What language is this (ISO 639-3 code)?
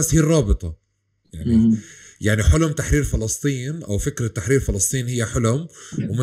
apc